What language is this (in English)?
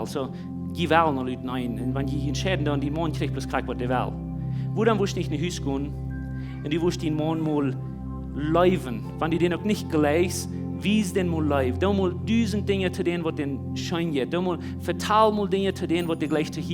Plautdietsch